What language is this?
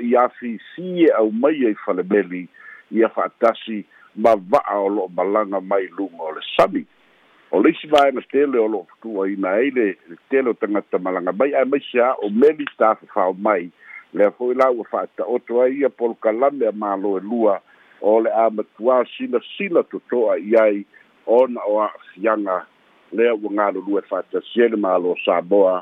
Samoan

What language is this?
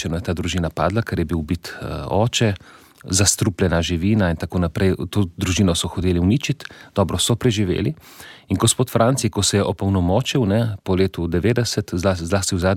Slovenian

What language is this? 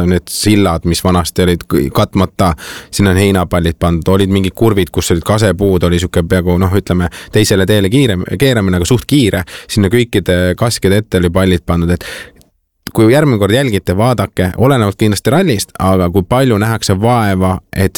Estonian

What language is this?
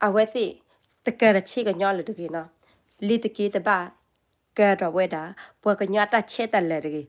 S'gaw Karen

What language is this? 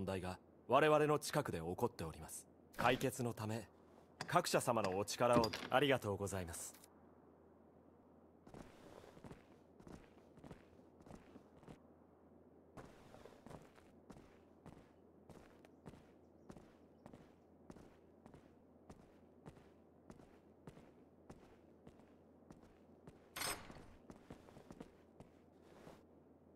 Japanese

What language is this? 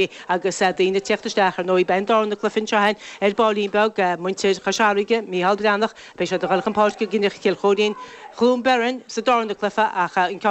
Irish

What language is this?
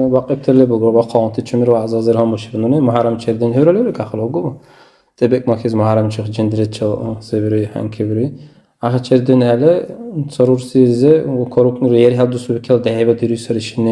Dargwa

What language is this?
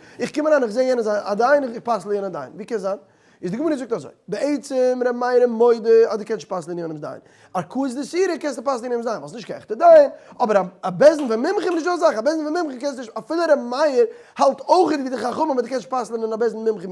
Yiddish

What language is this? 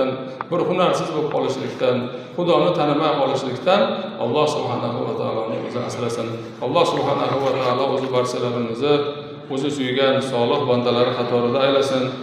Uzbek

